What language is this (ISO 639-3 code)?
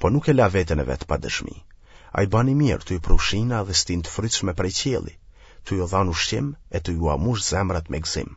sqi